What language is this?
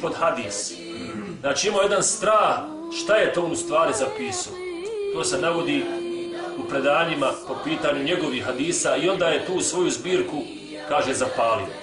Bosnian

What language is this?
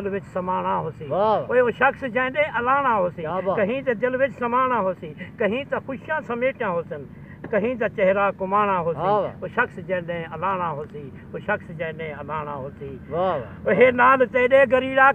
Saraiki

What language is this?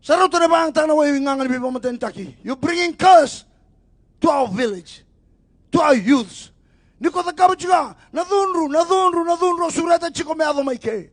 Fijian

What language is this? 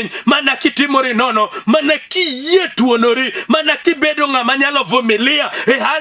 Luo (Kenya and Tanzania)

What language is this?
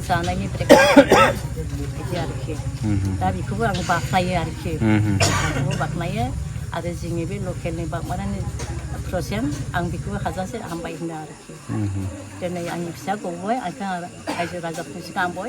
Bodo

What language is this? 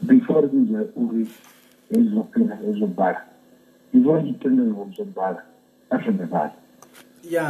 Venda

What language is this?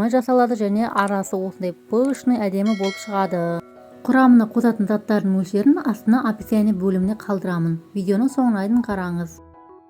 Kazakh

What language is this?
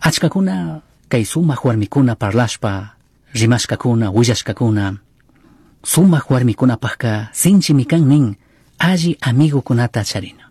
Chimborazo Highland Quichua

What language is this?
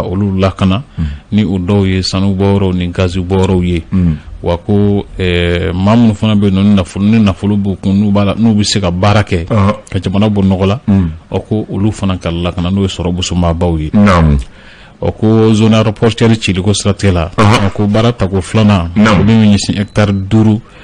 Bambara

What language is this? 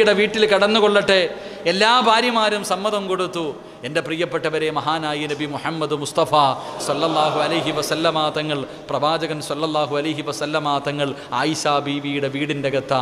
Malayalam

